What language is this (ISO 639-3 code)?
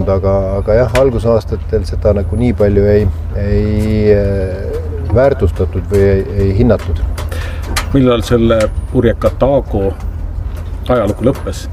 est